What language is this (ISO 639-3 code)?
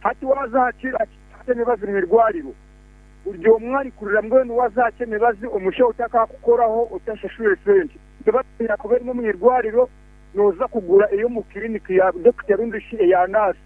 nyo